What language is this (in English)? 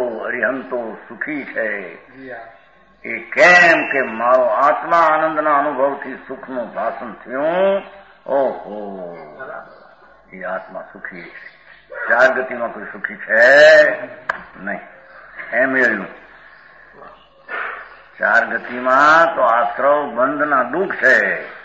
Gujarati